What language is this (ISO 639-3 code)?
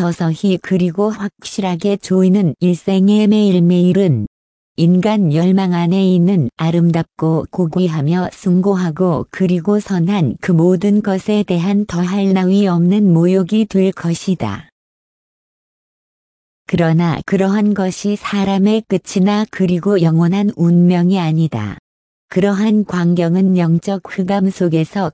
kor